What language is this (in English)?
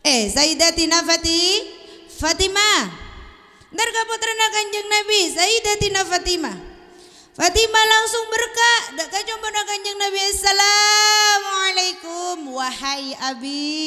Madurese